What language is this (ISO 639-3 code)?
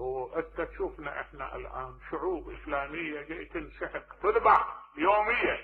acm